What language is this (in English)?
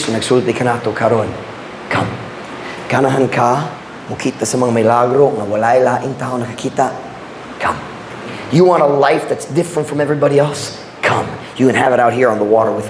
Cebuano